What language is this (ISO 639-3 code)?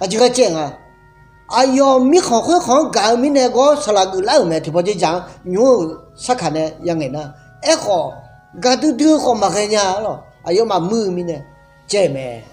ahk